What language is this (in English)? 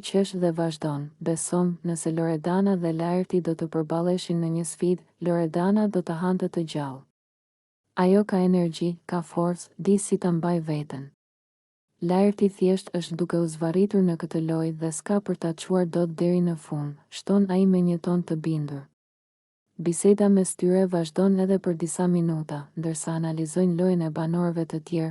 Albanian